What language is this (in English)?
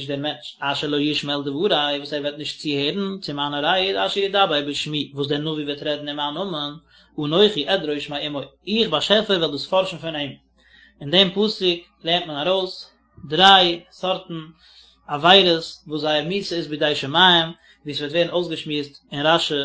Yiddish